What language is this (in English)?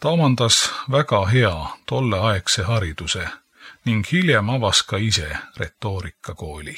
Estonian